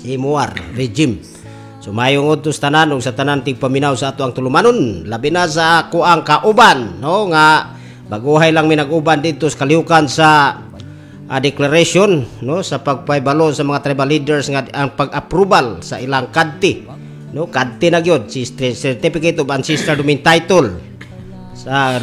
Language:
Cebuano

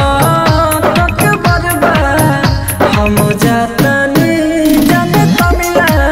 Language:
Bhojpuri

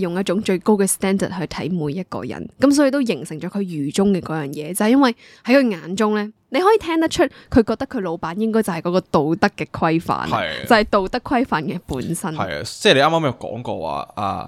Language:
Cantonese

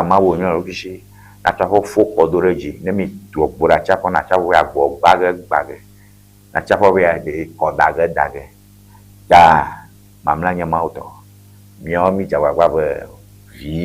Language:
Ewe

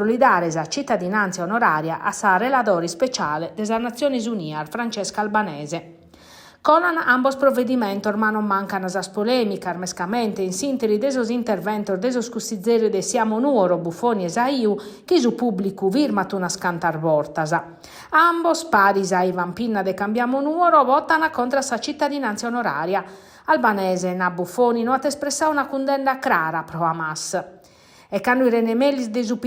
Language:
Sardinian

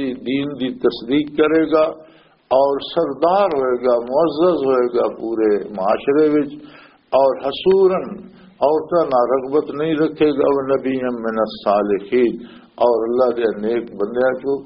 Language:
Western Panjabi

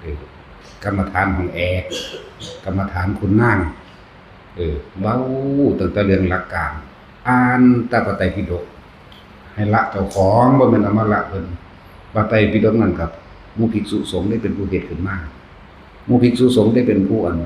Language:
Northeastern Thai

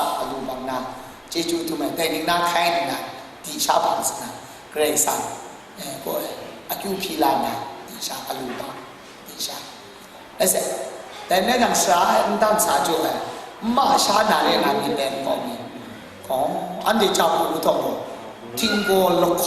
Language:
Kachin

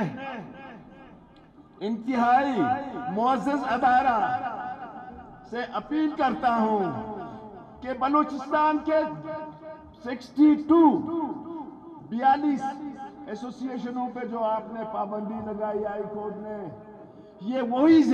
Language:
Urdu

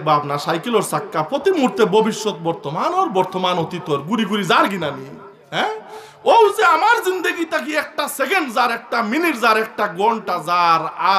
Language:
Sylheti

